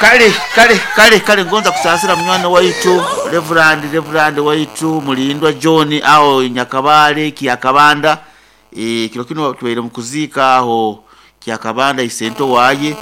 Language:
Nyoro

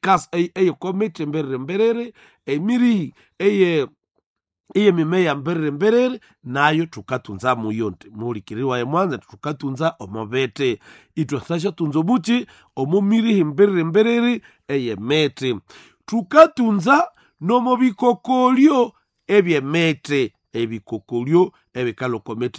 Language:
Nande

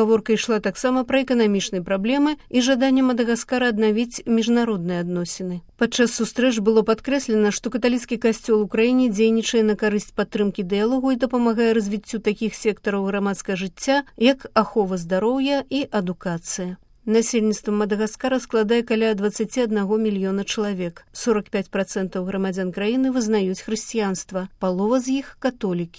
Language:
Belarusian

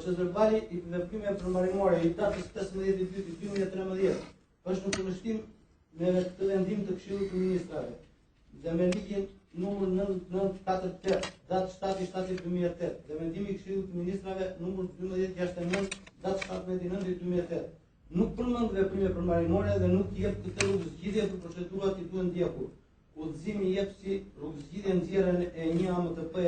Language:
Albanian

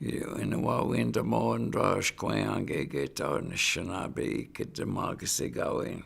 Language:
Chippewa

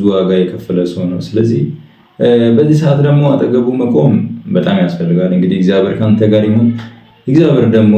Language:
Amharic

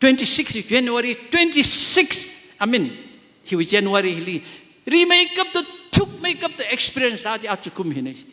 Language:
Tangkhul Naga (India)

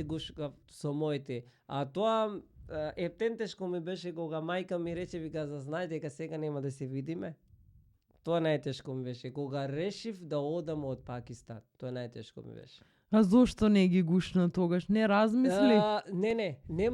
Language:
Macedonian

